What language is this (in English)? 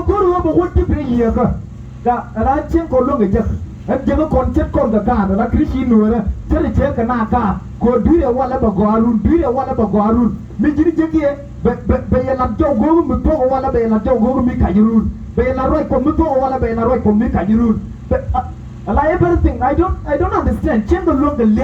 Nuer